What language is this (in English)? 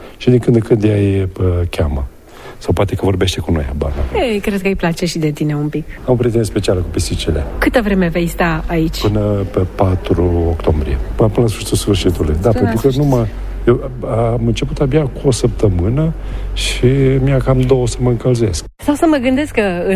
Romanian